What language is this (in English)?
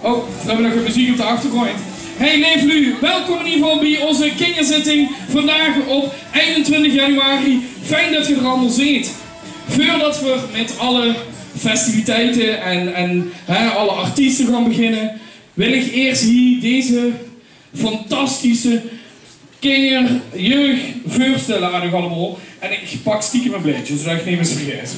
Limburgish